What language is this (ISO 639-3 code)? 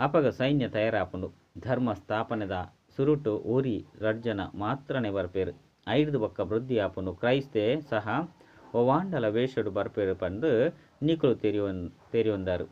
tcy